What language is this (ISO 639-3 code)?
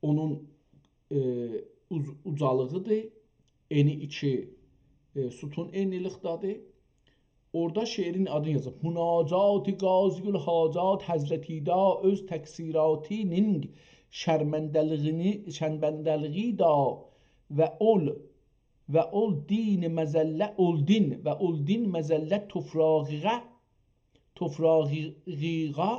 azb